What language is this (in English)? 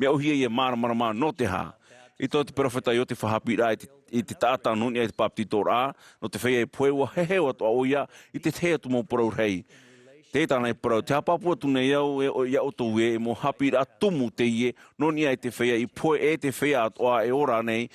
Tahitian